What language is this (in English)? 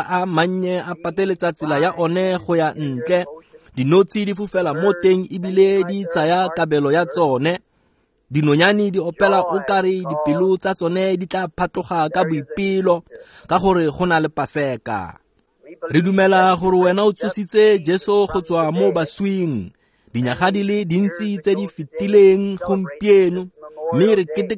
Tswana